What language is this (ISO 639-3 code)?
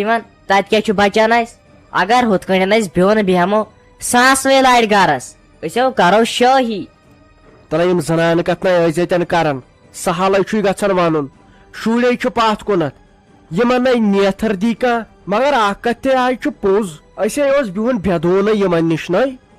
kas